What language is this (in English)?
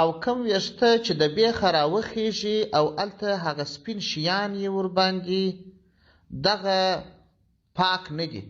Pashto